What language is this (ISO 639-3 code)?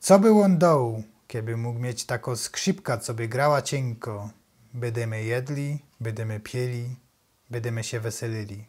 szl